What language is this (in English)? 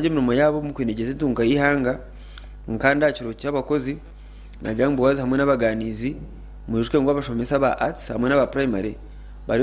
Nyankole